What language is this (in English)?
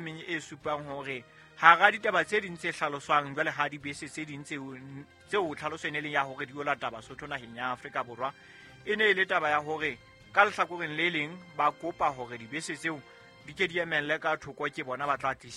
Southern Sotho